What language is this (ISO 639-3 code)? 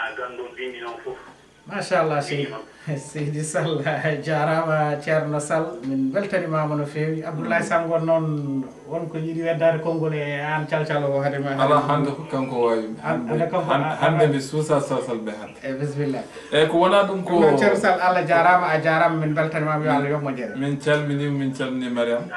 ful